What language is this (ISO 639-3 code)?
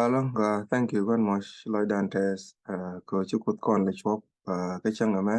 nus